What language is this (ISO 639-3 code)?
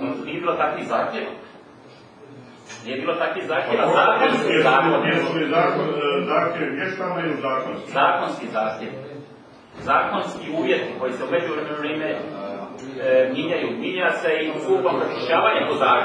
hrv